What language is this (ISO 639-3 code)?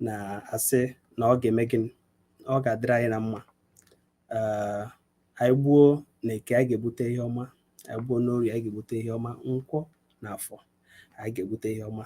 ibo